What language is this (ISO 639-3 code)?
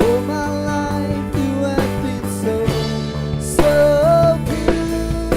nmf